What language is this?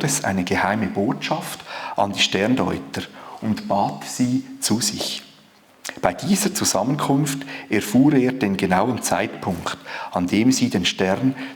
Swiss German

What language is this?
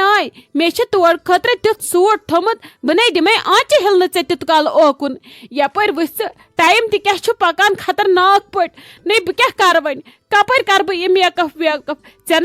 Kashmiri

